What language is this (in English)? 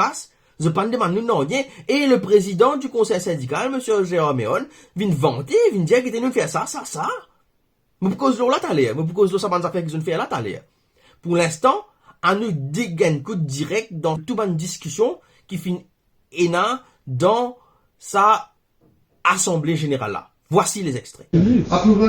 Morisyen